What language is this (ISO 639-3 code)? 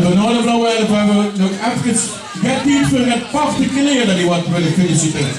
lim